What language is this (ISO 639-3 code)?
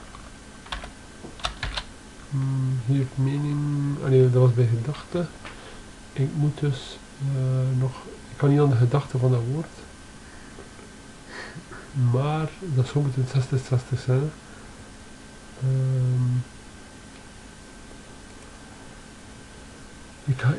nld